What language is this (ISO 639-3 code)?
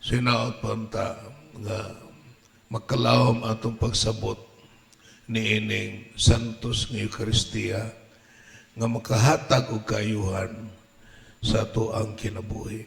ceb